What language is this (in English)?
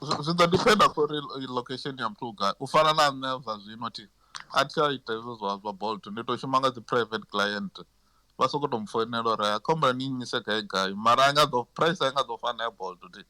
Venda